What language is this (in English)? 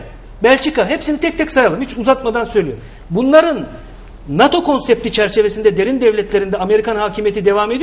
Turkish